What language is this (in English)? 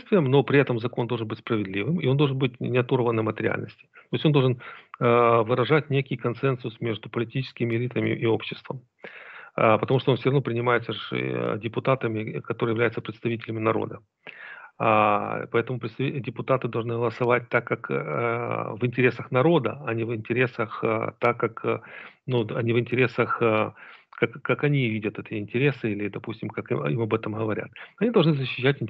Russian